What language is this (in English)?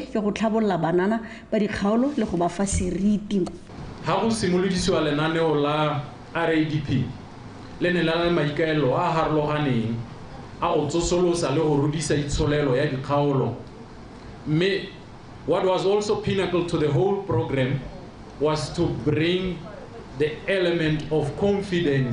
Tswana